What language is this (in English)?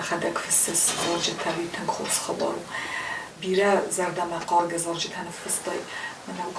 Ossetic